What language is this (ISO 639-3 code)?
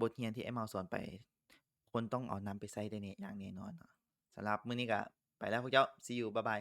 lao